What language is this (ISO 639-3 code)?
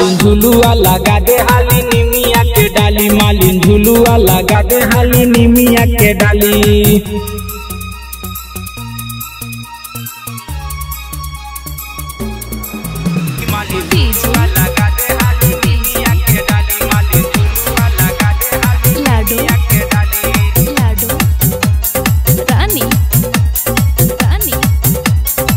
bho